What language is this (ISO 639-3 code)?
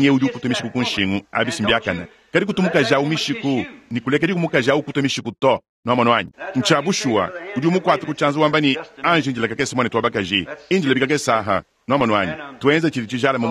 lua